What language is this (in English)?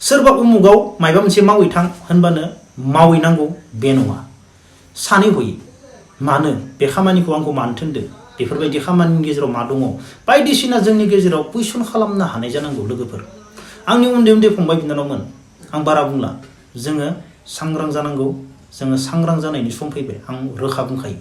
Bodo